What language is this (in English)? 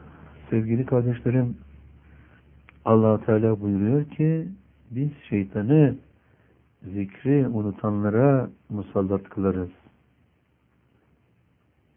Turkish